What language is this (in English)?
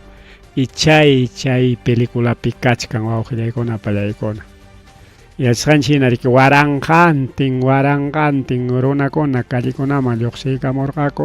Ayacucho Quechua